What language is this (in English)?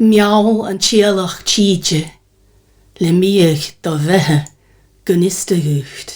Scottish Gaelic